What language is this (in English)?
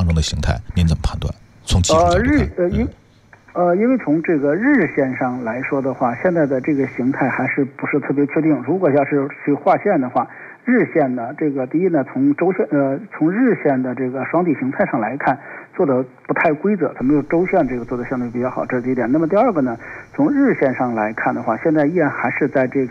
Chinese